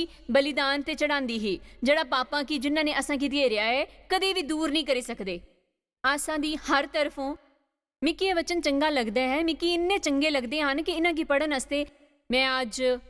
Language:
Dogri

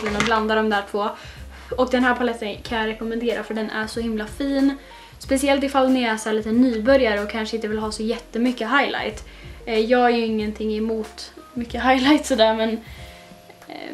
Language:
Swedish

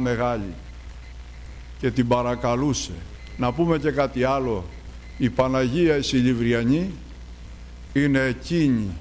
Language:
Greek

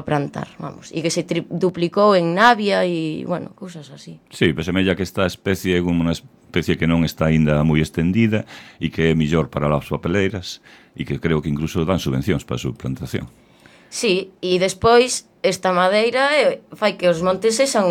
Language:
Galician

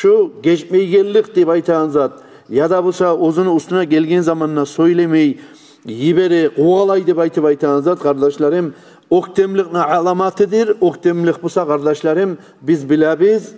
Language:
Kumyk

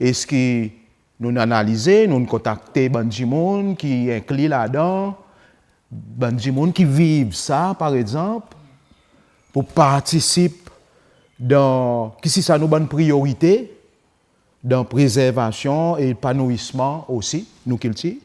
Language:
Seselwa Creole French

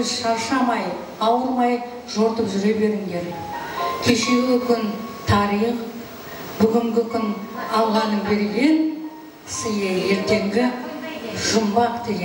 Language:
Kara-Kalpak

